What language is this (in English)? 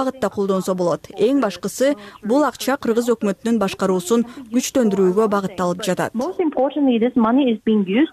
Kyrgyz